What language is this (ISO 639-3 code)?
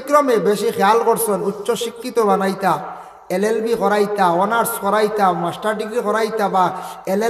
syl